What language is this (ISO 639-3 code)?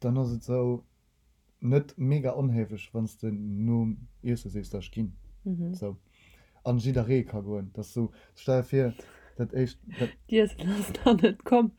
ltz